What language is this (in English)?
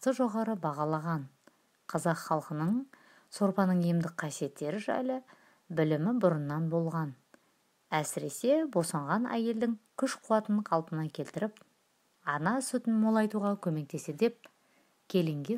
Kazakh